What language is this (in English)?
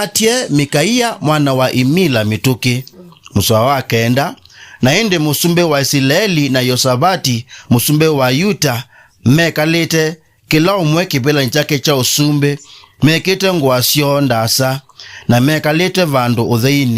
Kamba